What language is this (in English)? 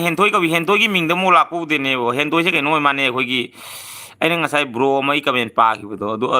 Manipuri